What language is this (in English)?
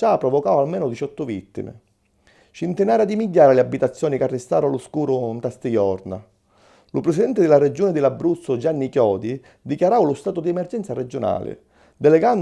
Sicilian